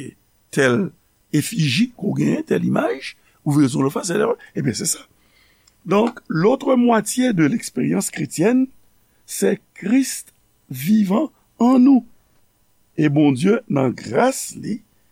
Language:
Haitian Creole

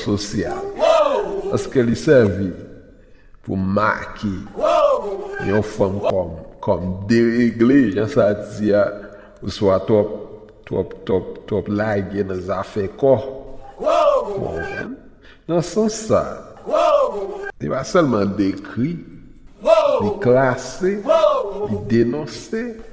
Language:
Haitian Creole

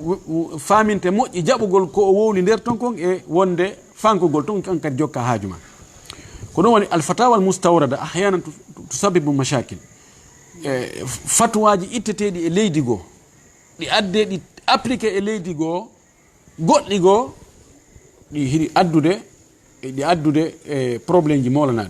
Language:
Fula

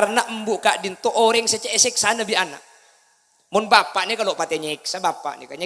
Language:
Madurese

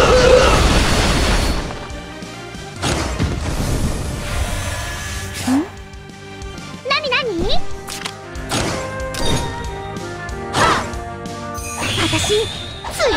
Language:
Japanese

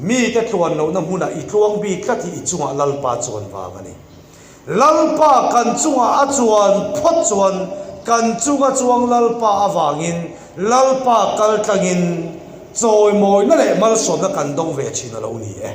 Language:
Mizo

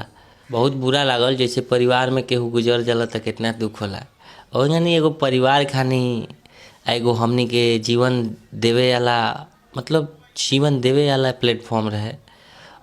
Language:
Bhojpuri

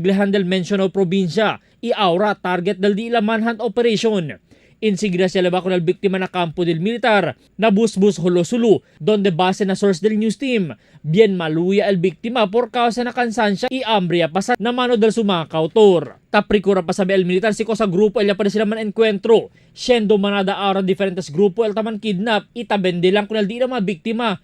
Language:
Chavacano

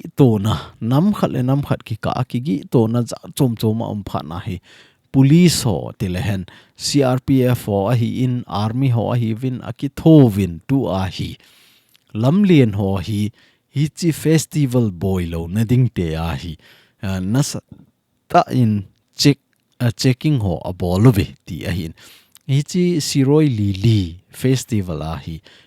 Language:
Thado Chin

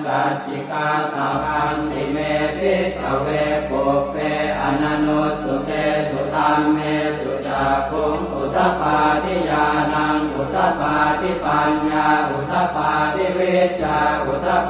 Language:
Pali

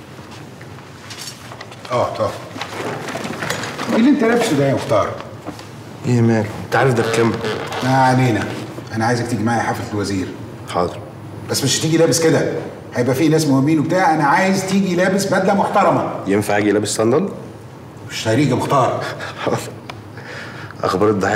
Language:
Egyptian Arabic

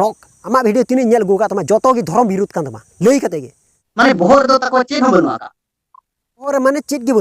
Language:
Santali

